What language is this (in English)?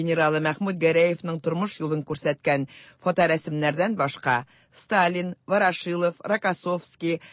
Tatar